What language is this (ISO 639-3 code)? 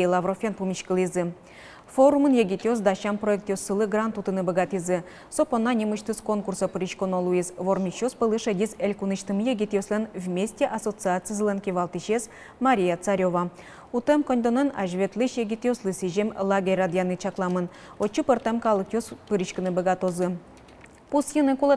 udm